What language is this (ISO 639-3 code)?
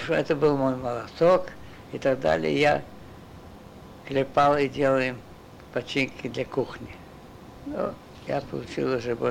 rus